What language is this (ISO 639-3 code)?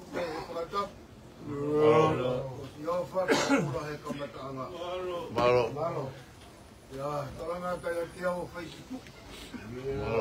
ton